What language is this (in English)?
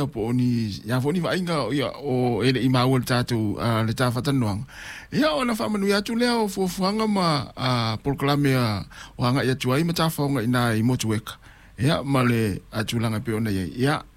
Samoan